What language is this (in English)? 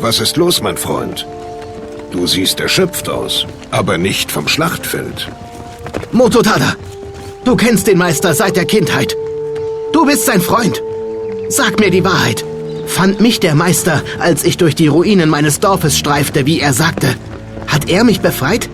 Bavarian